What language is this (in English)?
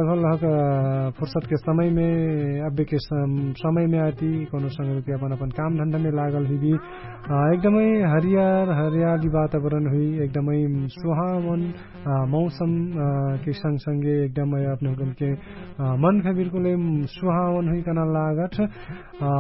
Bhojpuri